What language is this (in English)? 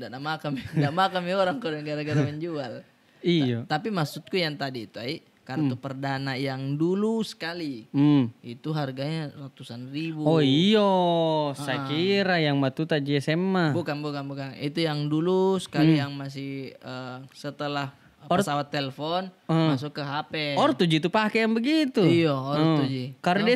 Makassar Malay